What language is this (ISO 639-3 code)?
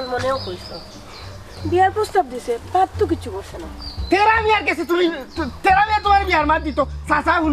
syl